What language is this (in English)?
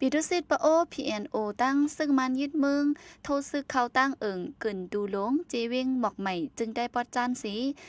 Shan